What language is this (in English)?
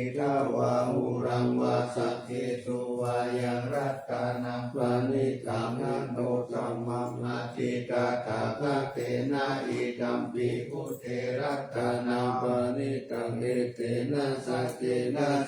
Pali